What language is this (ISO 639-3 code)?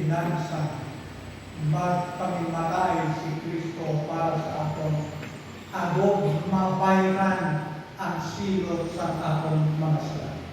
hil